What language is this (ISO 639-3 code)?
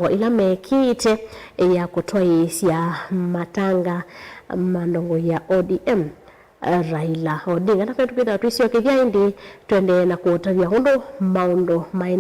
kam